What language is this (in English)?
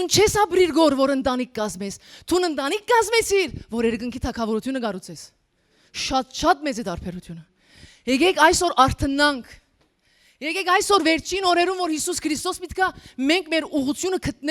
Western Armenian